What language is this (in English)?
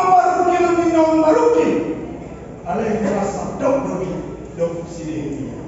Batak Toba